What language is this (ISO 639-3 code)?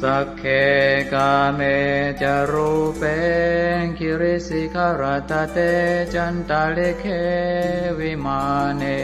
pli